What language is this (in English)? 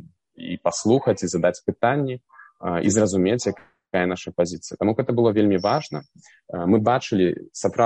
Belarusian